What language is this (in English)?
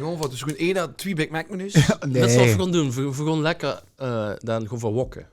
Limburgish